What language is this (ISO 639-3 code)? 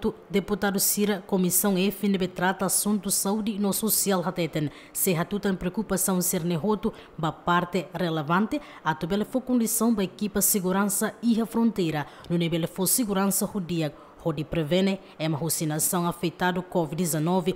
tet